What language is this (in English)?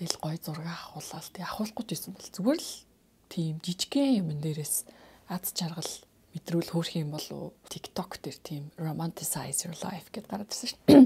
Mongolian